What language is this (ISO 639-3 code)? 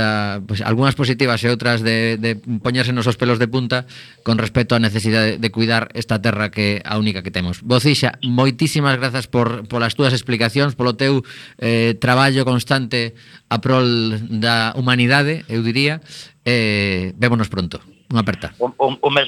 glg